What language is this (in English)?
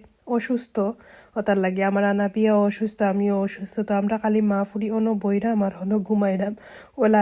Sylheti